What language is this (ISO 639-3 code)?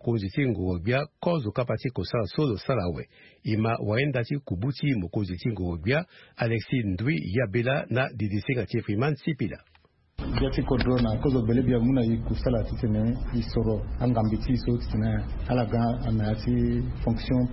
sag